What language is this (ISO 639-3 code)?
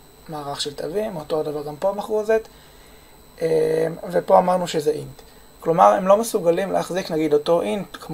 heb